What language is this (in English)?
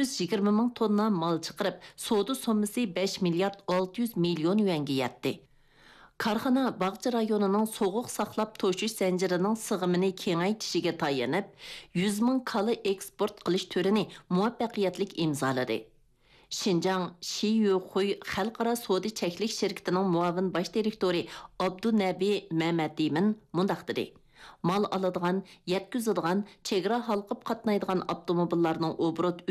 Uyghur